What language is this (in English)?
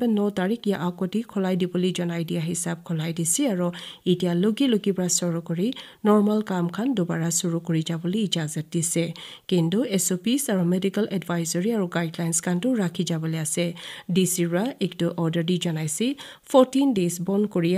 Naga Pidgin